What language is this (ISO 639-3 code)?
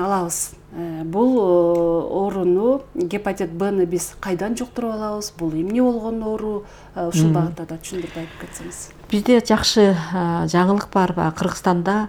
kir